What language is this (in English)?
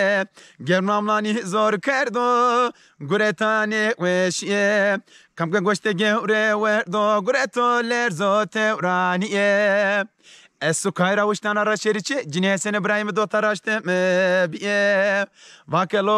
Zaza